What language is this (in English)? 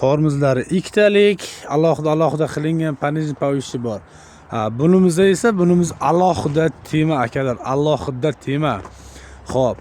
Uzbek